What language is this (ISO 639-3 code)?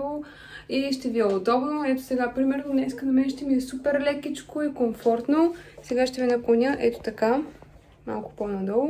bul